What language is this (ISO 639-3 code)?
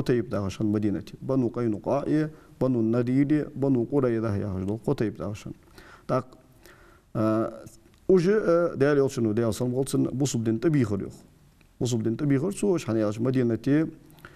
inh